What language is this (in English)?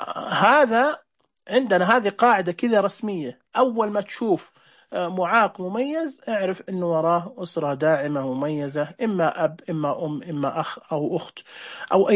Najdi Arabic